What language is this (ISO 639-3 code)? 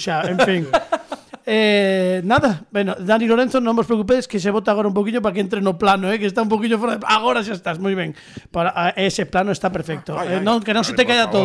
glg